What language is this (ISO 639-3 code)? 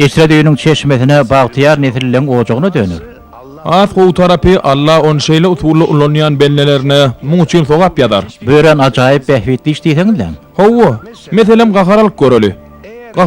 tuk